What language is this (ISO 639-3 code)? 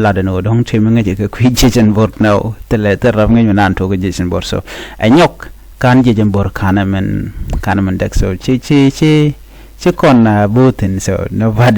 nus